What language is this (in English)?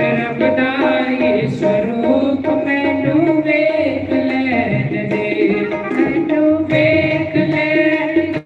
Dogri